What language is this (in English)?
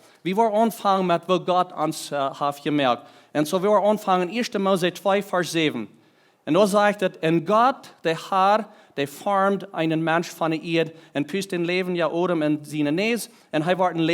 Plautdietsch